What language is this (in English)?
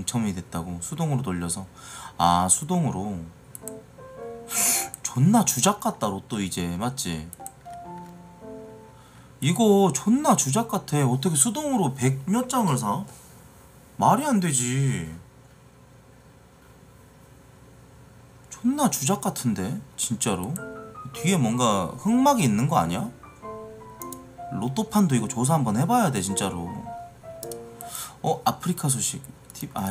Korean